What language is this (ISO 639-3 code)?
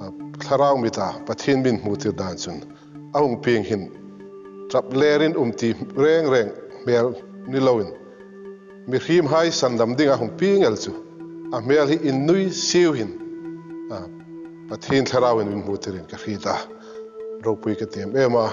hmr